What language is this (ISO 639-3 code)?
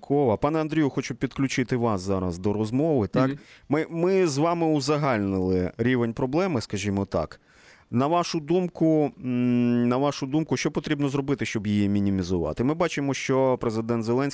ukr